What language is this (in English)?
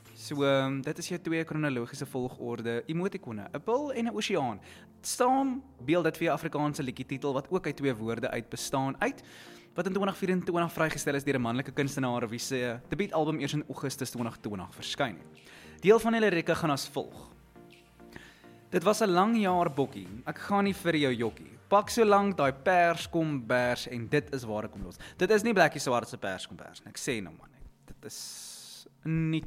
Afrikaans